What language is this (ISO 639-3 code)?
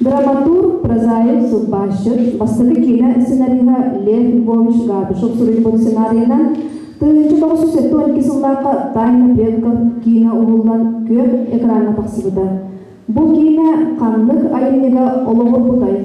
sah